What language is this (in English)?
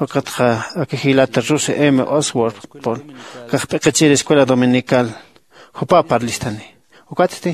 Aymara